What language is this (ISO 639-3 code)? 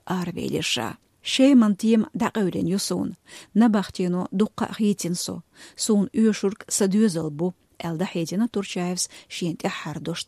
che